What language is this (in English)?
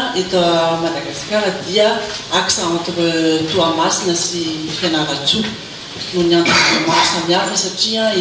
Malagasy